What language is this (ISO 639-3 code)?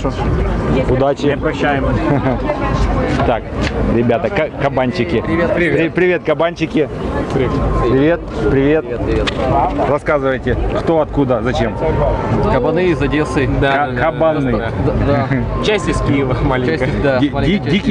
rus